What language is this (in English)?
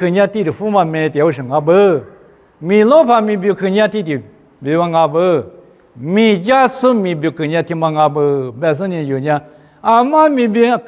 Lisu